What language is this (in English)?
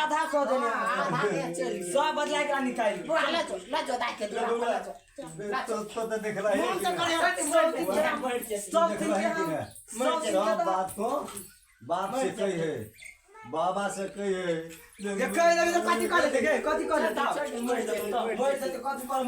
Maithili